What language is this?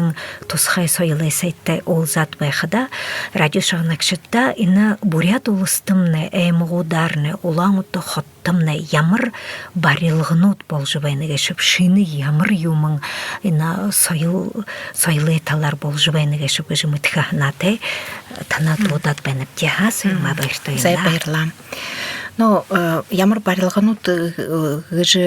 Buriat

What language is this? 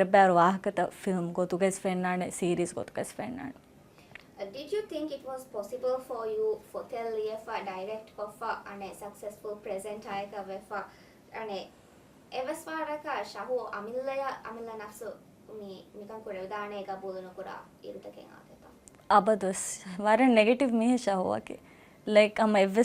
Divehi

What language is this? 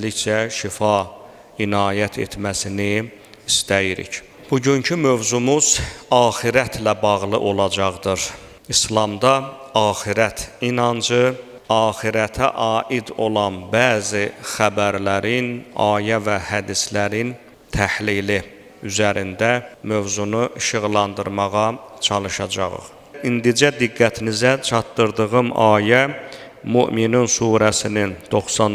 Azerbaijani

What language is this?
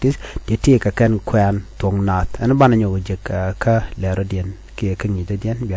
Nuer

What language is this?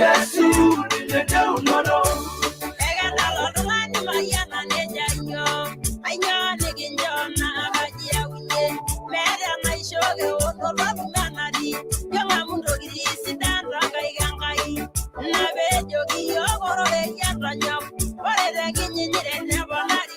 Masai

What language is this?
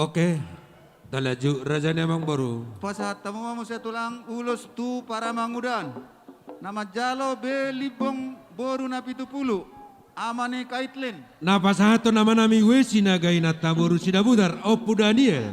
Batak Toba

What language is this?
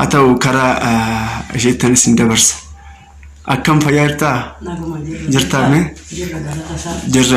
Oromo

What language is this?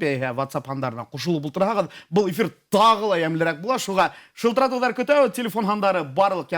Bashkir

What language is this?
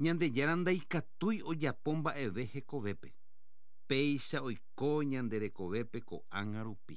Guarani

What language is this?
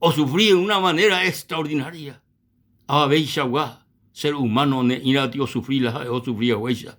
Guarani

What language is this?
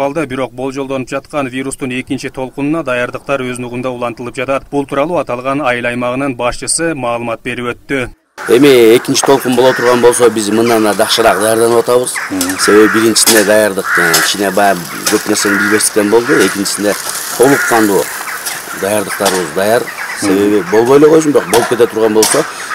Kyrgyz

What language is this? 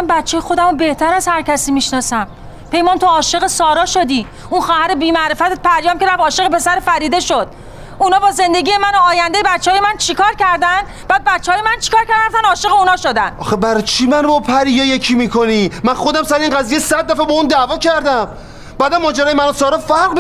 Persian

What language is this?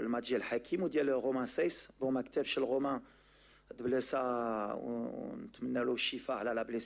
Moroccan Arabic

